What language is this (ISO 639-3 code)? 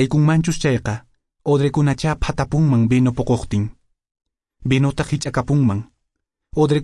que